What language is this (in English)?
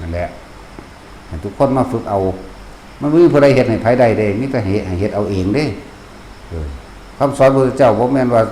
Northeastern Thai